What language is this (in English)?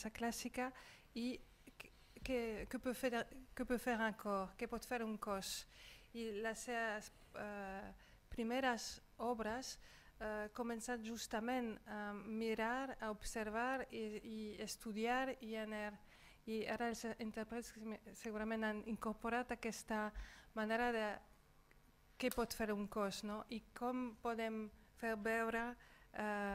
Catalan